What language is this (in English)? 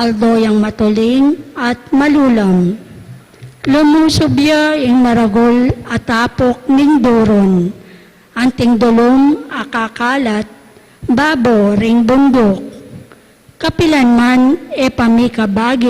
Pampanga